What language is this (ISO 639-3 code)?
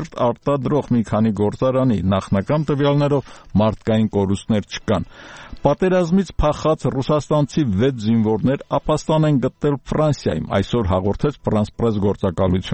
hye